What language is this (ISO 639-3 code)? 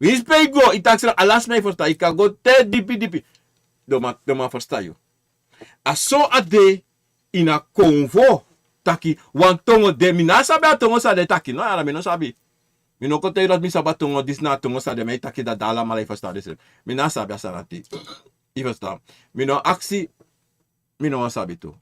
srn